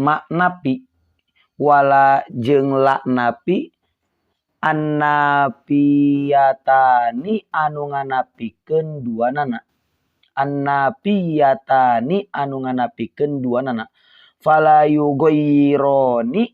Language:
Sundanese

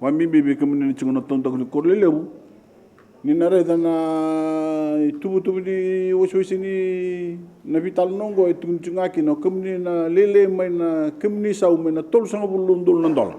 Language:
Fijian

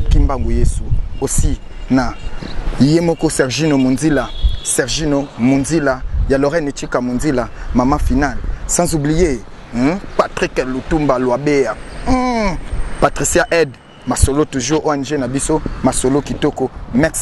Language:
Lingala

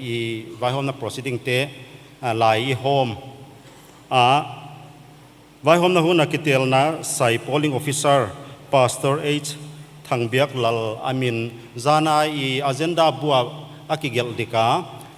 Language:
Paite Chin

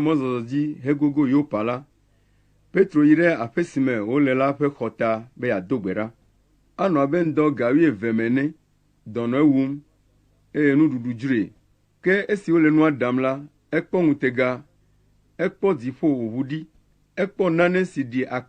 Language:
Ewe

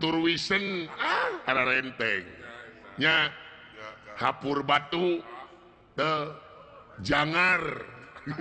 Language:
Sundanese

